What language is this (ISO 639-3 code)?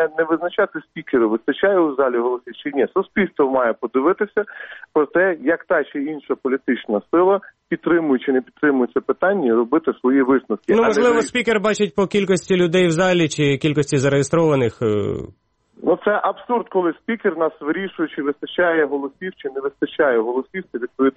ukr